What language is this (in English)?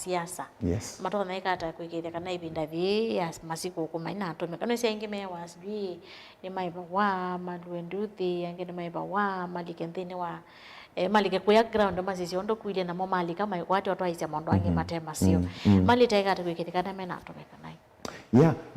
Kamba